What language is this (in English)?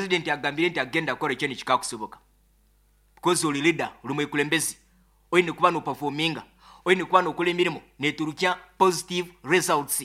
Nyankole